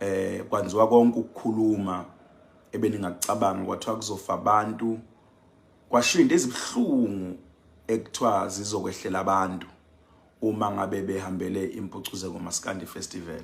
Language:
Zulu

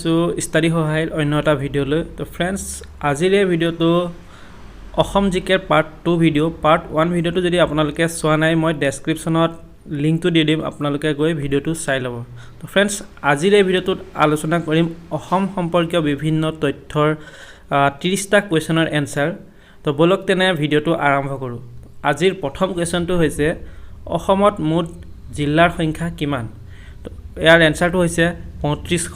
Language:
Assamese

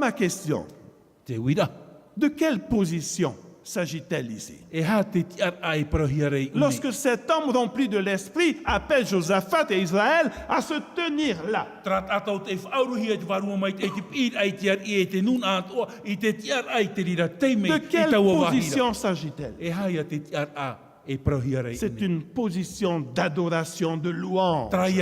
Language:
Tahitian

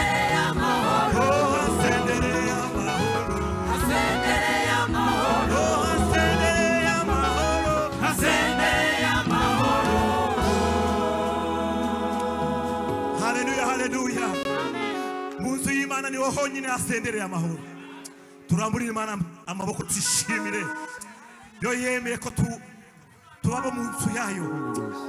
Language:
Kinyarwanda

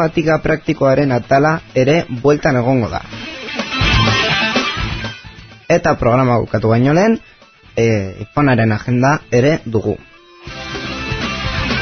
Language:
Basque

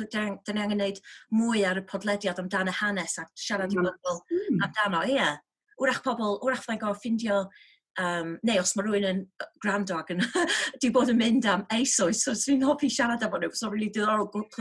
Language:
Welsh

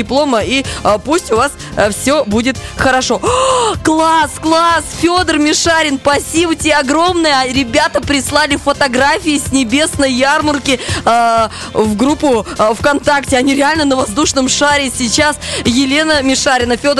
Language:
Russian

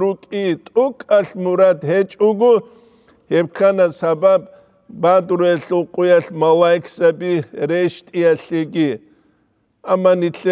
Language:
Avaric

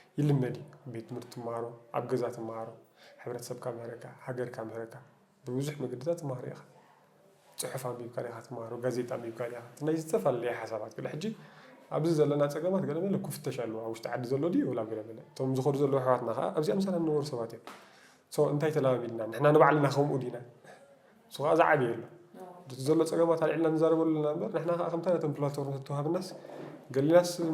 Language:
Tigrinya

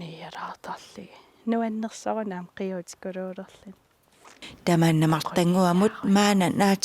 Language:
Kalaallisut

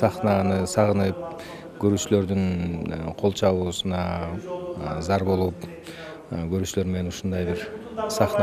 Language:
Kyrgyz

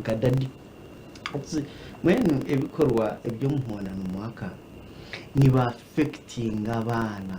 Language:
Nyankole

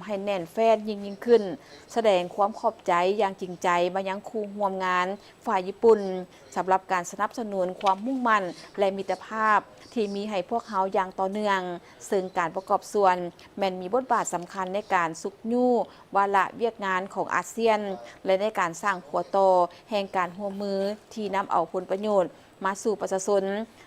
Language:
Lao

